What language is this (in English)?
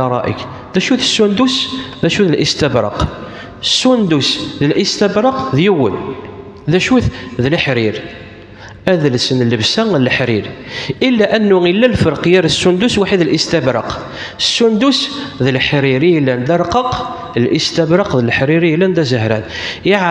Kabyle